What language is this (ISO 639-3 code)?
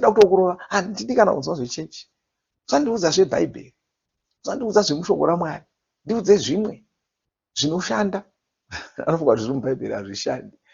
sna